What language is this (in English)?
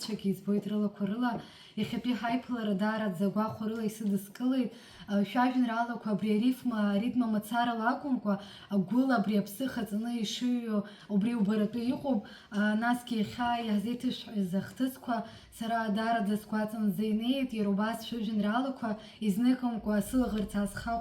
Abkhazian